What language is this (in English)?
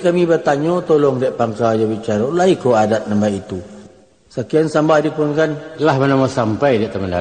Minangkabau